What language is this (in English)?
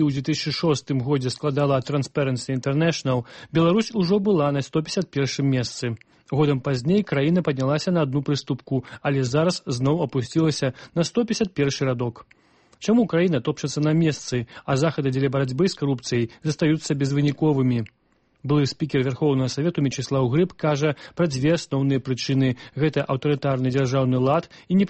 Belarusian